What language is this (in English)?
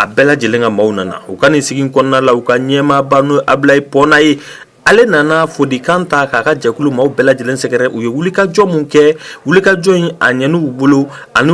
Bambara